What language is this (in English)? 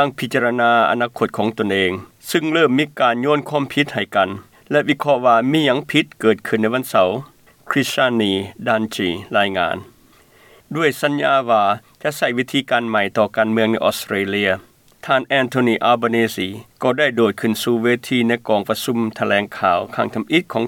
Lao